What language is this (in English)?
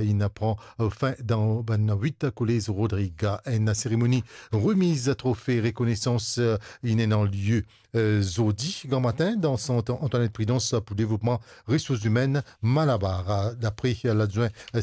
Morisyen